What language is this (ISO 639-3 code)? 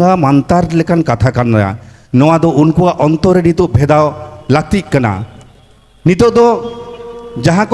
sat